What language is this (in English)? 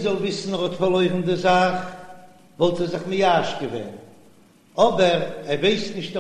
Yiddish